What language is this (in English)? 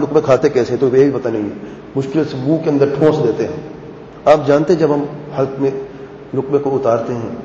Urdu